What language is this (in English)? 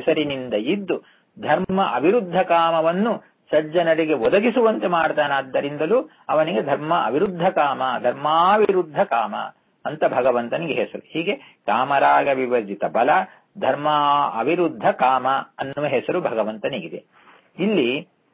Kannada